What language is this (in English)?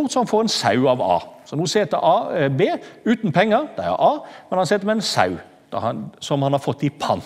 Norwegian